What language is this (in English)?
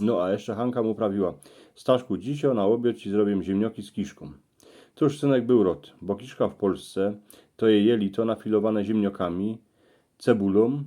Silesian